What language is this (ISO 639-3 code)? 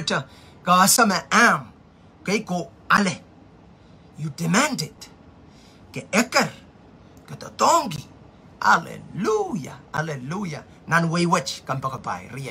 pon